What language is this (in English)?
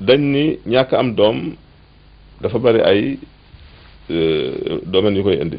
Wolof